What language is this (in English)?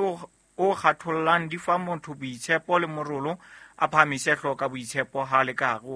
Southern Sotho